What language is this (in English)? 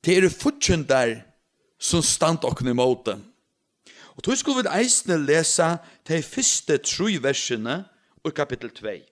Faroese